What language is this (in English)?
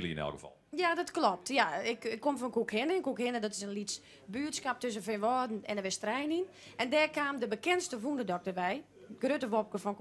Western Frisian